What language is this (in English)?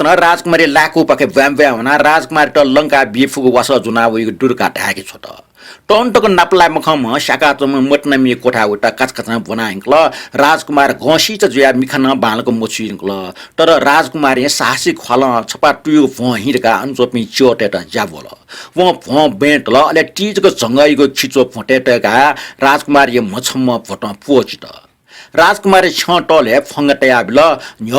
Newari